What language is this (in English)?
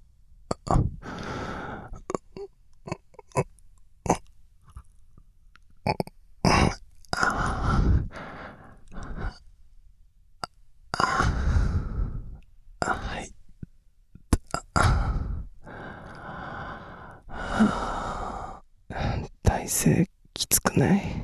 Japanese